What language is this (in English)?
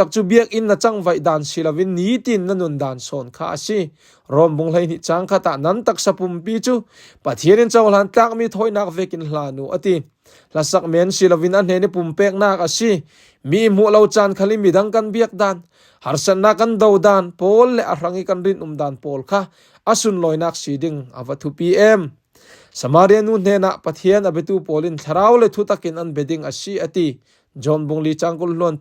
Falam Chin